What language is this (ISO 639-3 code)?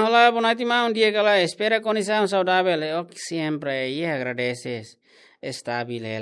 tet